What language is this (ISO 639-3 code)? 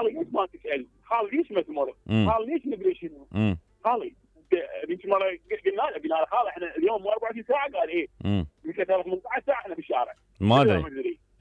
acm